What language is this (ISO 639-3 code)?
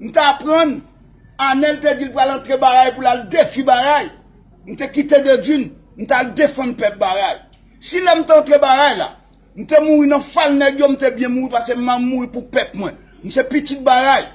hat